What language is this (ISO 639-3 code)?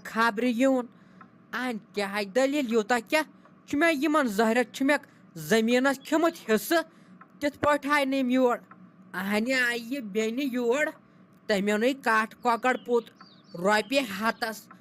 kas